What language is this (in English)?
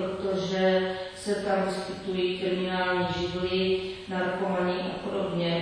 Czech